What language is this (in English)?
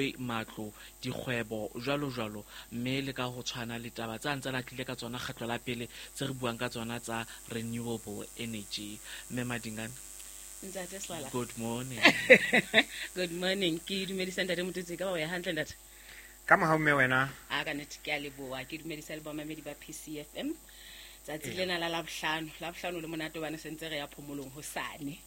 Southern Sotho